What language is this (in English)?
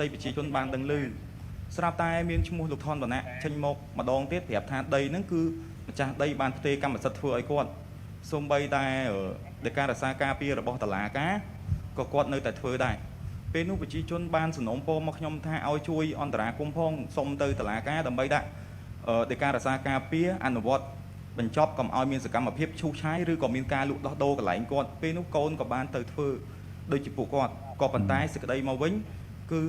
Khmer